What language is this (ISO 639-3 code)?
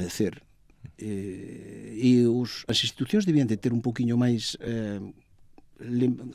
glg